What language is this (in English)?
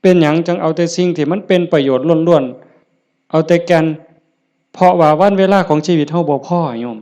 Northeastern Thai